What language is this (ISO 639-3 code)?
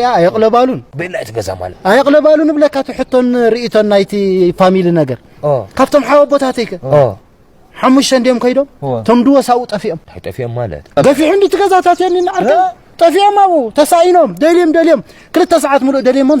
tir